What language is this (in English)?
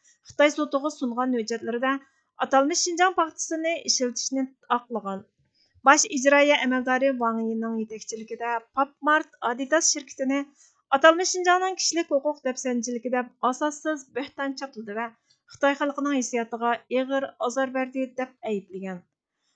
Uyghur